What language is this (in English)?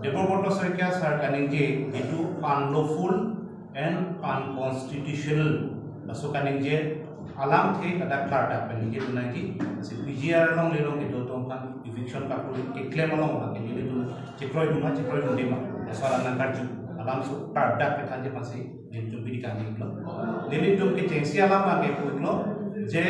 Karbi